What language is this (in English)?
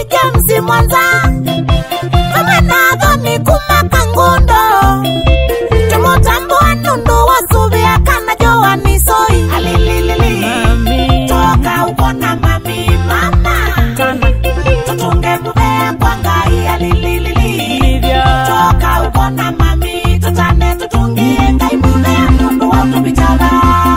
Kamba